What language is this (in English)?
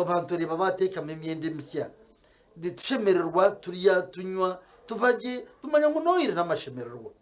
Nyankole